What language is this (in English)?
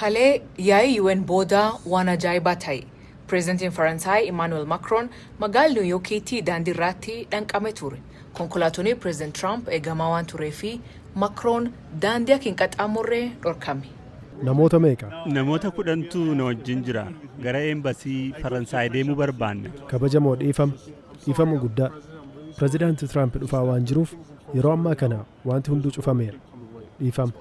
Oromo